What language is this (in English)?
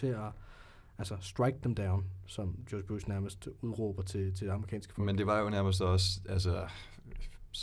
Danish